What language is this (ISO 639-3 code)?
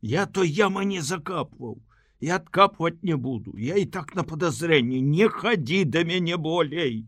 bel